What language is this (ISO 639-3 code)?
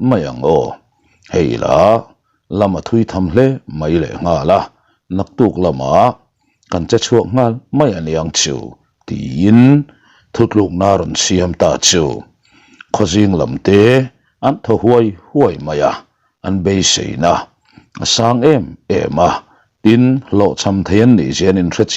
lus